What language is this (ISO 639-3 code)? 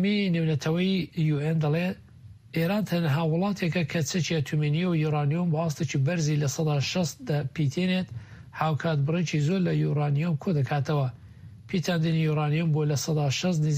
ckb